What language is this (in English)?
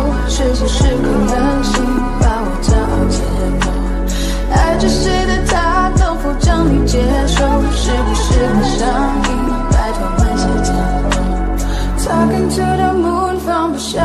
Chinese